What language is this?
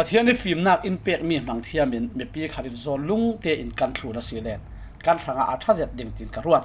Falam Chin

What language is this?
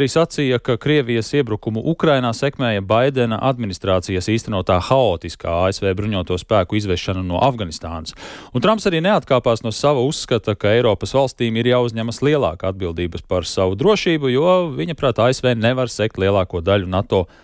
Latvian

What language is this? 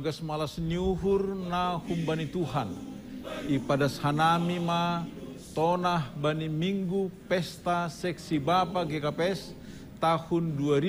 Batak Simalungun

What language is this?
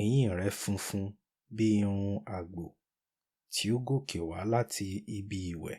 Yoruba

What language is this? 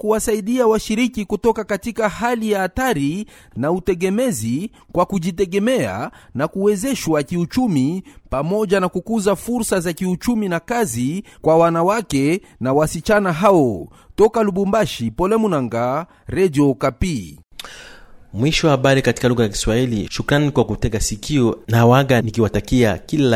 Swahili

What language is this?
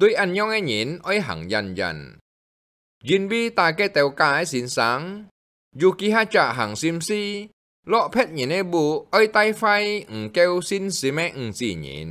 Hakka Chinese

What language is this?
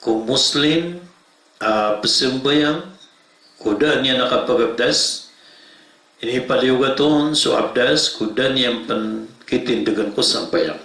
Maranao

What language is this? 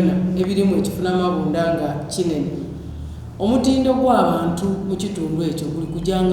Soga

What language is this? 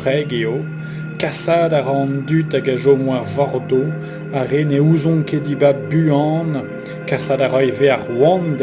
Breton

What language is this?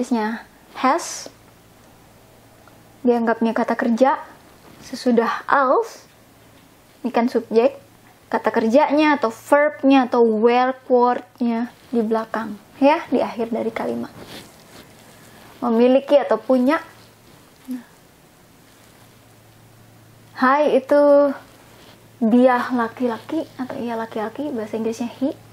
Indonesian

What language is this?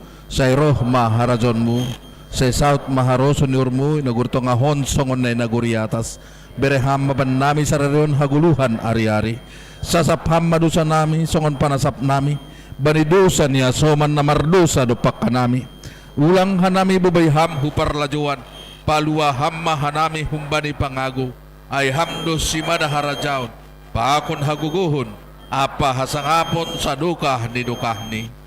Batak Simalungun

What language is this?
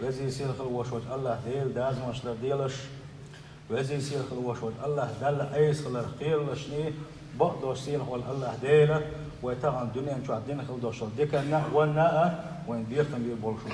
Chechen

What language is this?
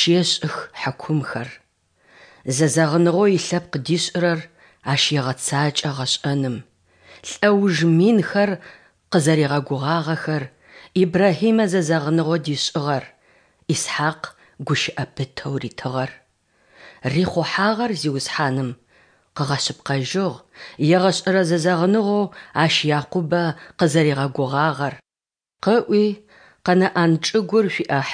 Adyghe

